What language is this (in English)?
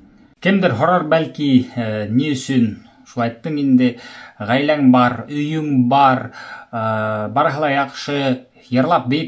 Bashkir